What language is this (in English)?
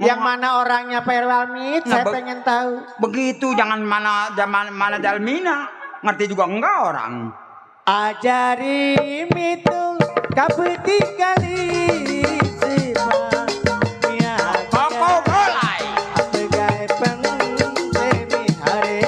Betawi